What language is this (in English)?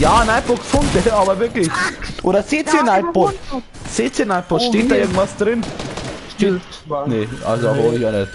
Bavarian